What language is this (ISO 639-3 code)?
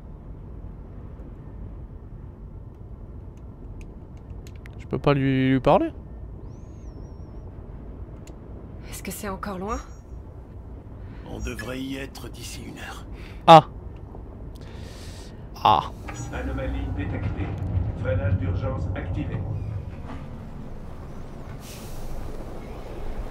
fra